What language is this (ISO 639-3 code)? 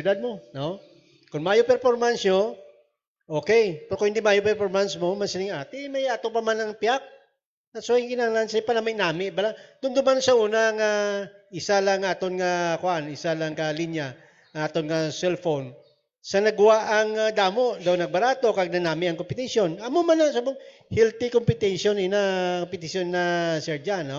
hil